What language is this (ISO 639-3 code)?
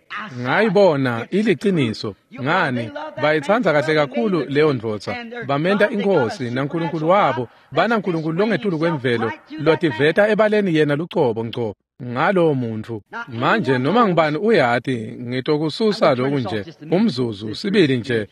ssw